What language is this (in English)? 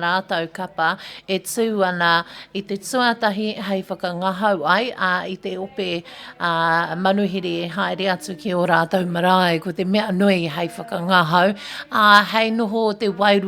Māori